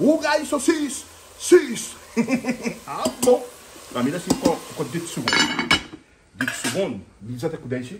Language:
Réunion Creole French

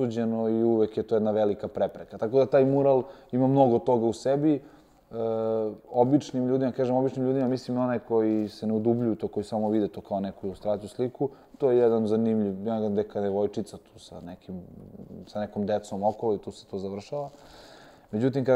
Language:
Serbian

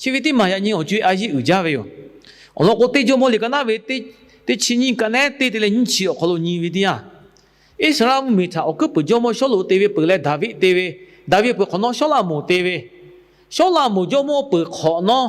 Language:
Lahu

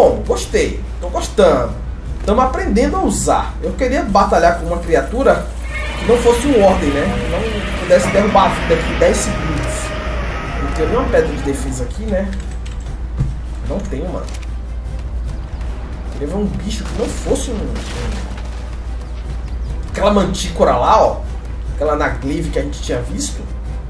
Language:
Portuguese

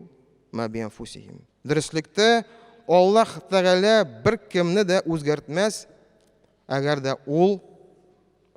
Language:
Tatar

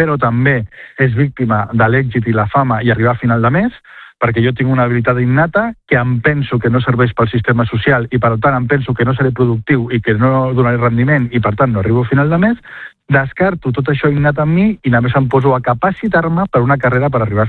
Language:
Catalan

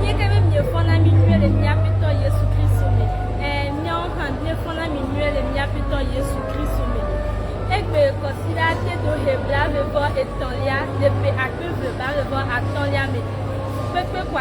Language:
Ewe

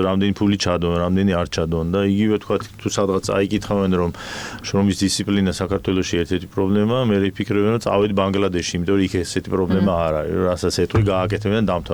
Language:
Georgian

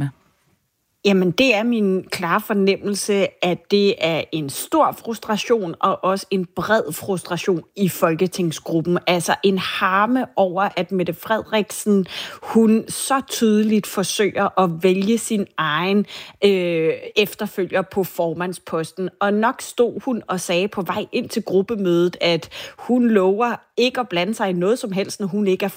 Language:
Danish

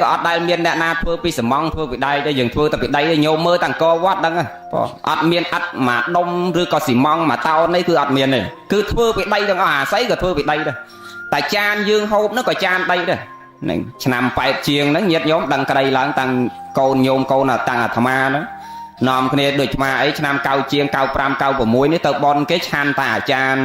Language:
Khmer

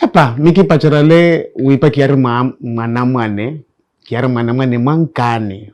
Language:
Makhuwa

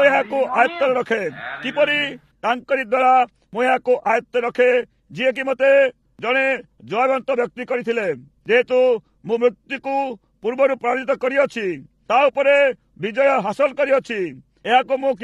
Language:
Odia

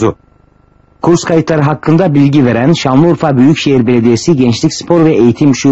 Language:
Turkish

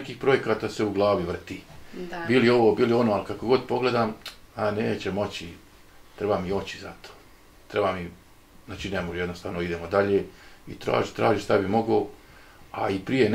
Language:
Bosnian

